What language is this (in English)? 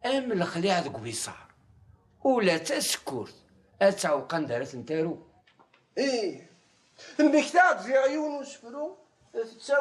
Kabyle